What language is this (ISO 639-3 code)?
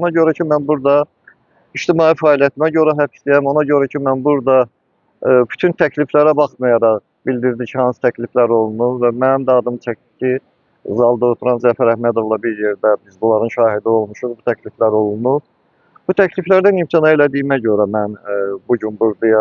aze